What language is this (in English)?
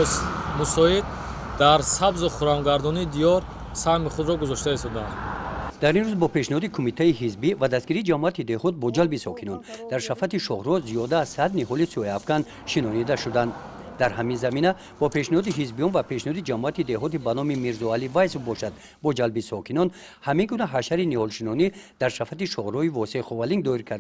Tajik